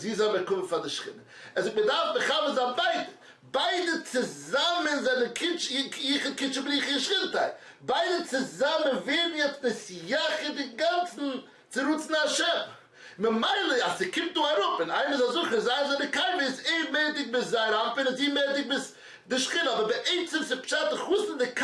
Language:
Yiddish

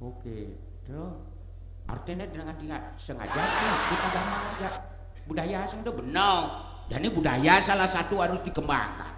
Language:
Balinese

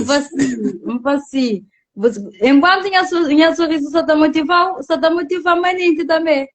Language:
Kabuverdianu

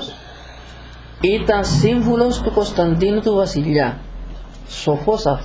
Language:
Greek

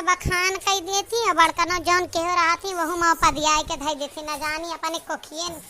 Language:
Awadhi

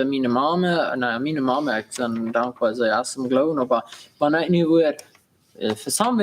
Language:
Plautdietsch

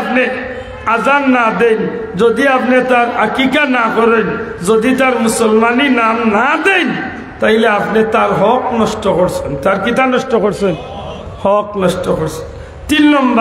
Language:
Sylheti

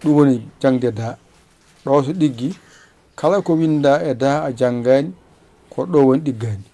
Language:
Fula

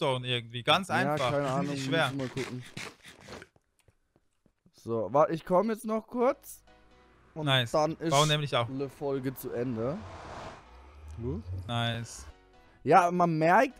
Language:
German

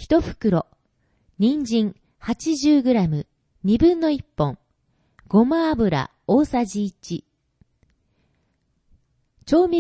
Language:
Japanese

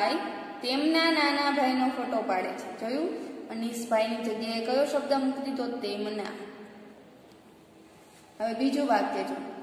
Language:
Gujarati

